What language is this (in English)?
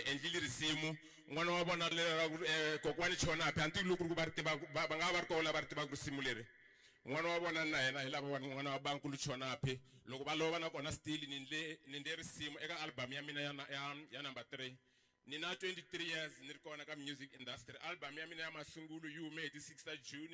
Tsonga